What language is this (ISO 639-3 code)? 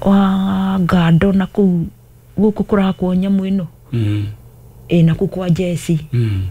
kik